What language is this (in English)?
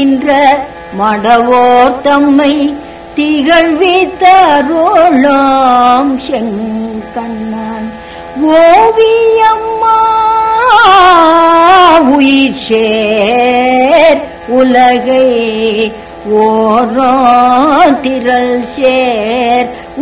Tamil